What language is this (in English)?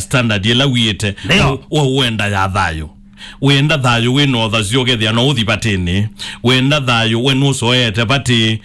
Kamba